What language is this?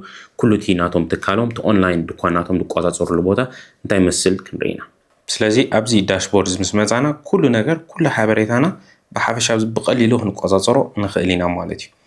Tigrinya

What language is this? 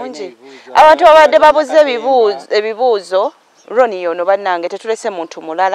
Ganda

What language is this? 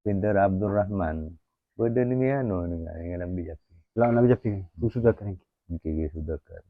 Madurese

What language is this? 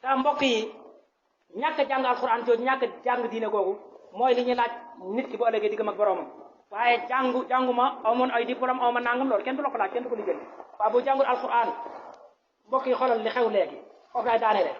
Wolof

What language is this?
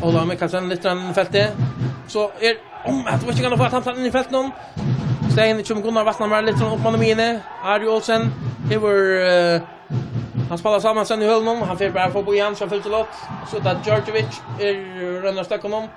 Faroese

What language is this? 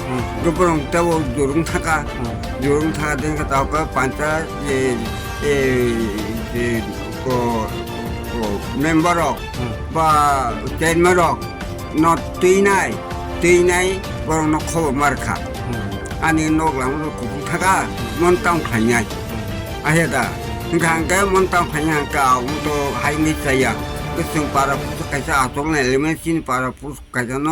Kok Borok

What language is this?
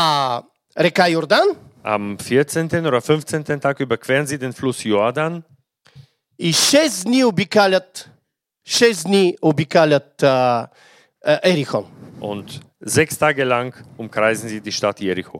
Bulgarian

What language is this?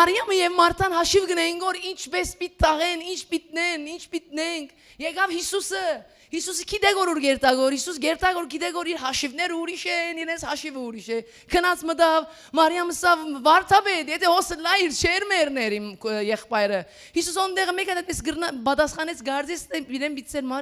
Western Armenian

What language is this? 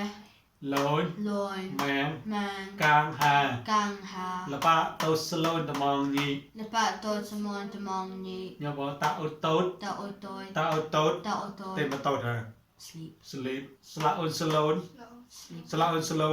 Mon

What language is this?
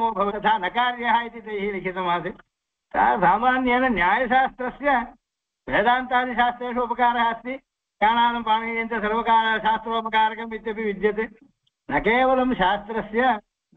Sanskrit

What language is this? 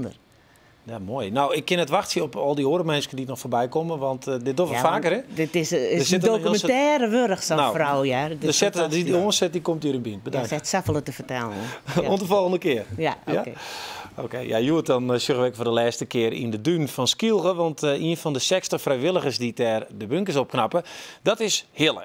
Western Frisian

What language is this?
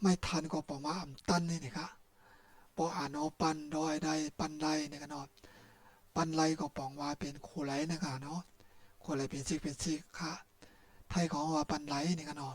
Shan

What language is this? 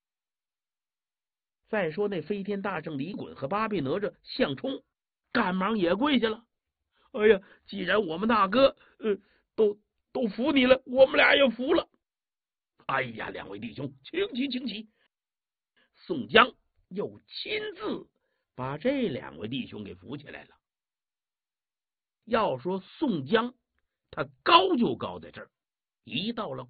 Chinese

